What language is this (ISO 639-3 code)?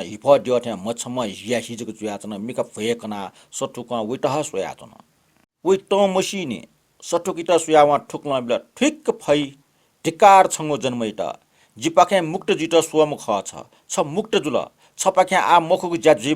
new